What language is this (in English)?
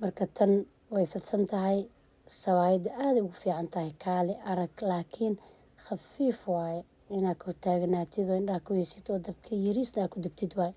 Somali